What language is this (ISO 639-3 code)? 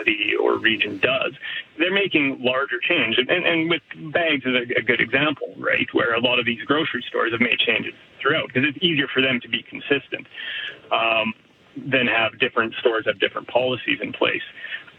eng